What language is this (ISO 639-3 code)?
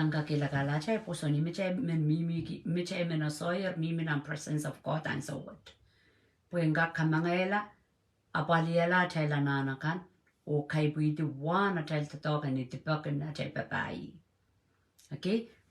pon